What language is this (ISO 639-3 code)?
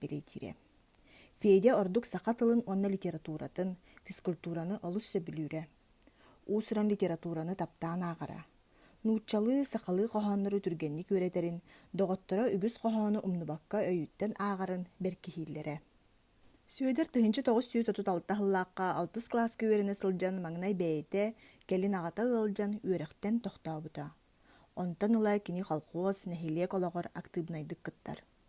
sah